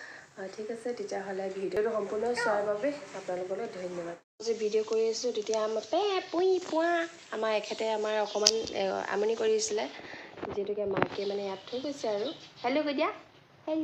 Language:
Assamese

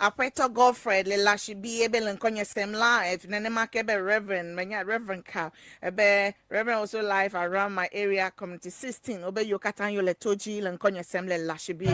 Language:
Ewe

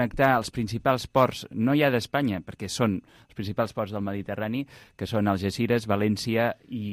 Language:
Catalan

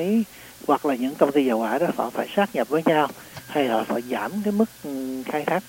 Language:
Vietnamese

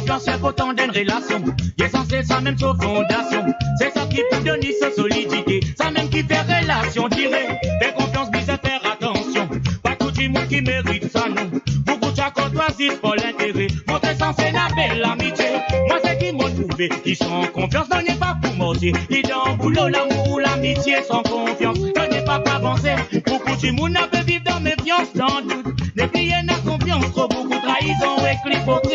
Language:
Morisyen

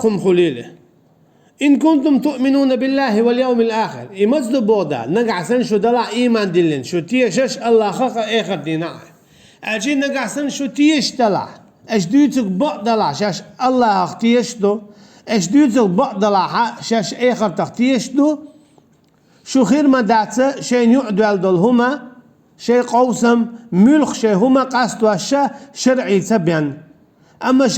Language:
Chechen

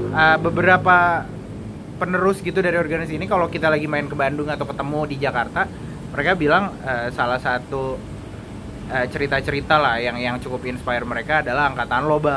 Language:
Indonesian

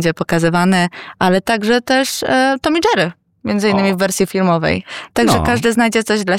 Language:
Polish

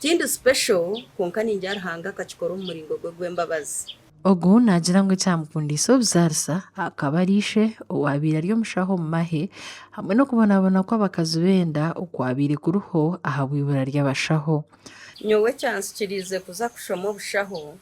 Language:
Nyankole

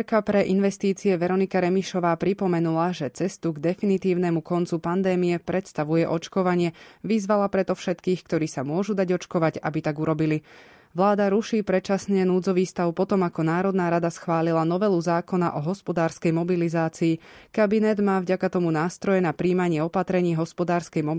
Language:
Slovak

